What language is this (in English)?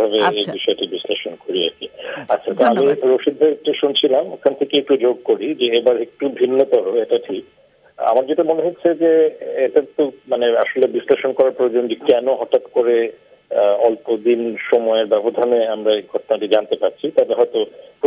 Bangla